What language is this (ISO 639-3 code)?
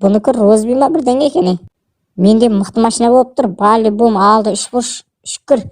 kaz